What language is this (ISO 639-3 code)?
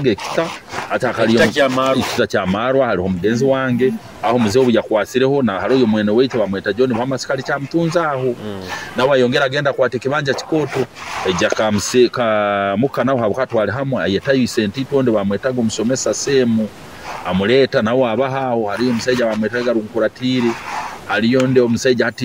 nyo